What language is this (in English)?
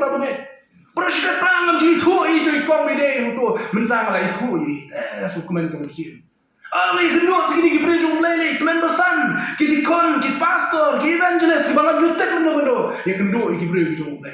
Khasi